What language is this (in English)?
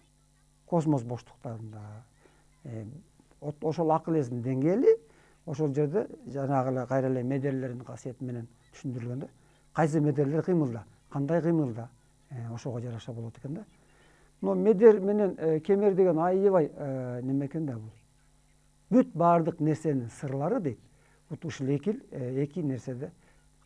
Kyrgyz